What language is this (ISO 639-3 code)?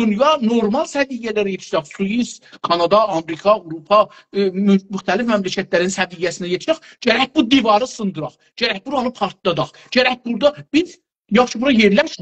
azb